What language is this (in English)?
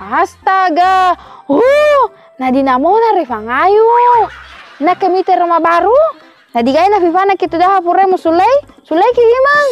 Buginese